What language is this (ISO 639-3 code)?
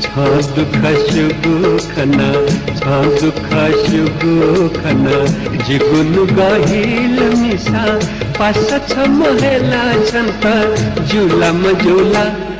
new